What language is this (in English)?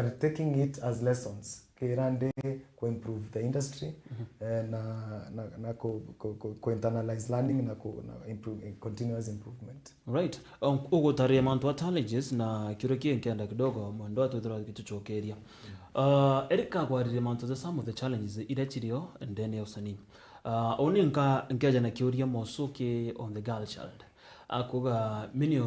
Meru